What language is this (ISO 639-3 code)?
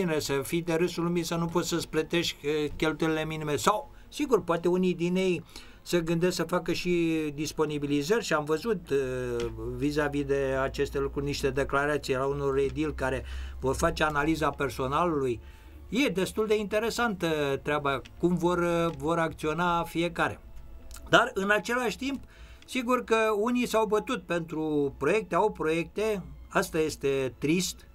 ron